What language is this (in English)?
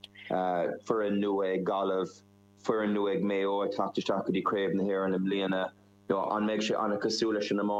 Irish